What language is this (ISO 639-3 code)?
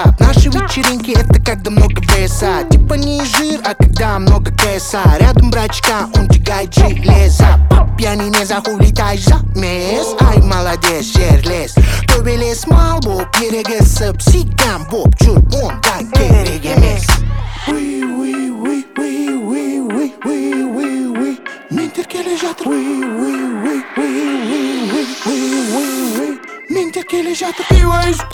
kaz